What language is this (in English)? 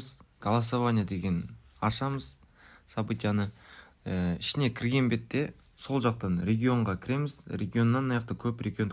Kara-Kalpak